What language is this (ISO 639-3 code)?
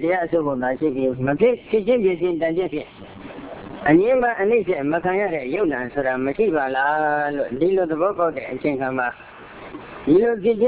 mya